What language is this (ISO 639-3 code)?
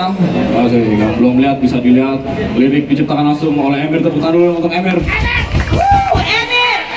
ind